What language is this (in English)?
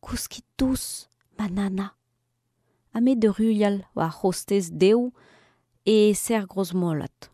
Breton